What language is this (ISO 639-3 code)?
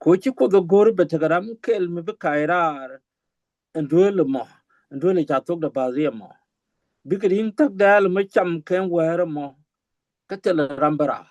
nus